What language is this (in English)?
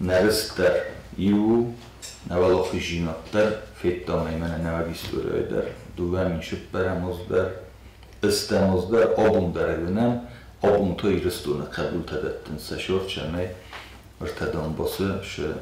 Ossetic